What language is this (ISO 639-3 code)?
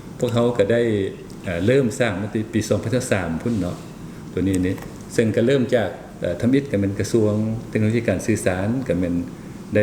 lao